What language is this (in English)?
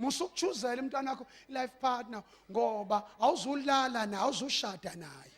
Zulu